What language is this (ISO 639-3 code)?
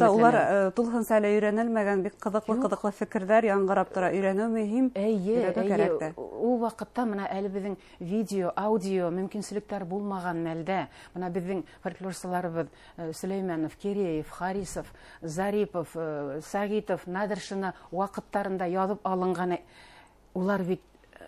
bak